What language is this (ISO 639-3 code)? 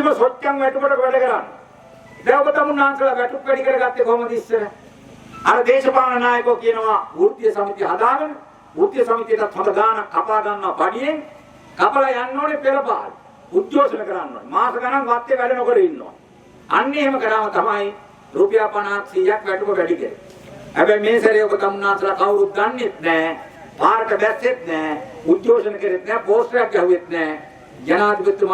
sin